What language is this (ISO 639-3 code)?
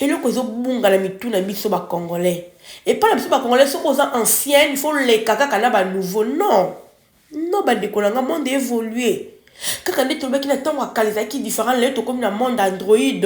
lin